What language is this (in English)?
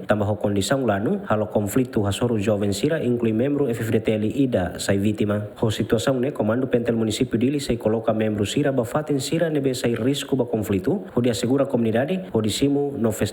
Tetum